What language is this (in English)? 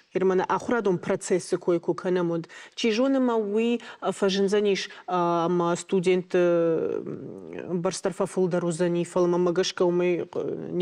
Ossetic